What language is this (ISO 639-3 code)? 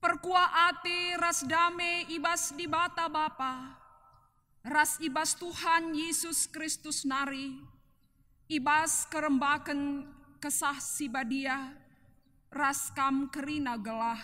btx